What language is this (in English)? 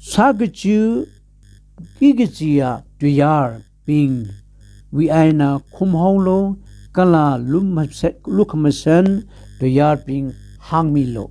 Tangkhul Naga (India)